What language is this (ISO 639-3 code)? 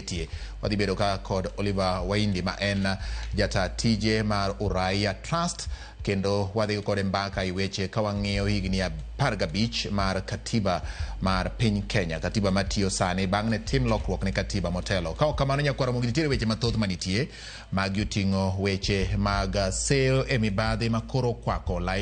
luo